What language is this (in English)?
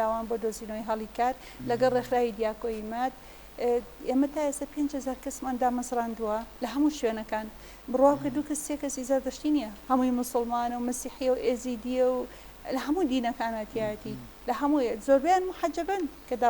Central Kurdish